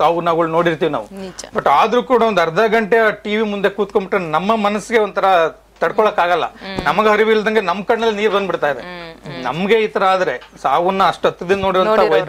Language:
Kannada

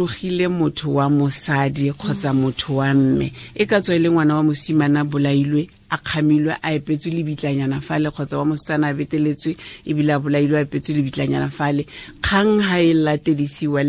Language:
Tswana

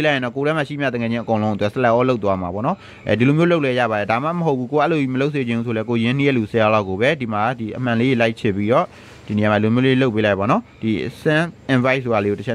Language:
Burmese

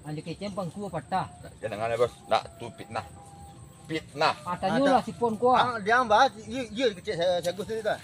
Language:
Minangkabau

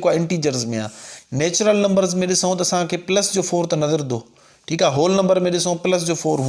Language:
Sindhi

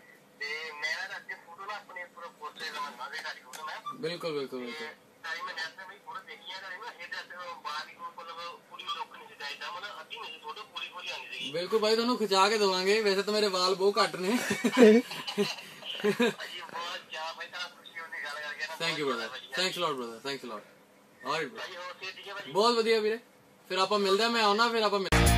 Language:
Punjabi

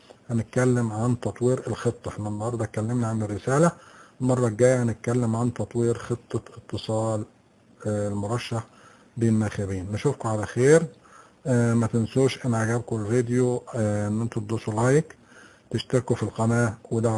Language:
Egyptian Arabic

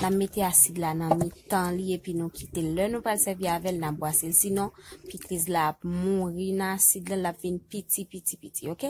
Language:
Haitian Creole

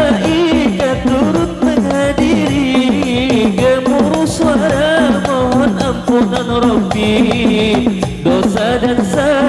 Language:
Banjar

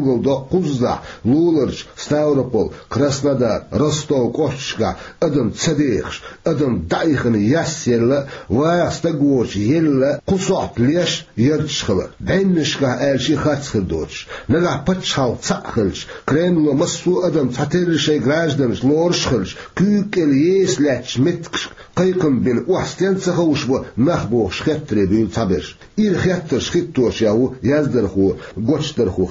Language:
Chechen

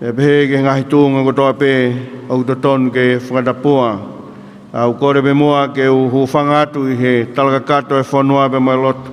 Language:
Tongan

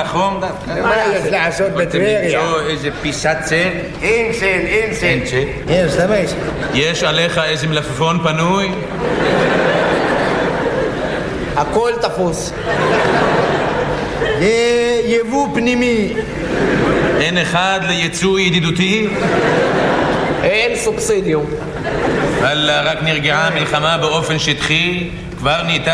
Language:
Hebrew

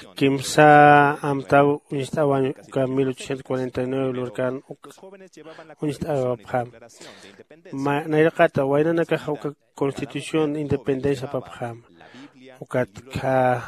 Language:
Aymara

